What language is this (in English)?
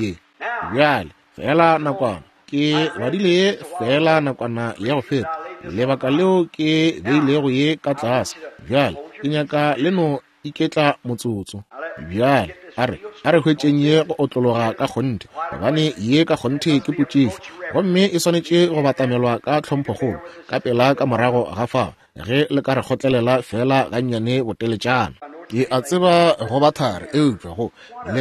Northern Sotho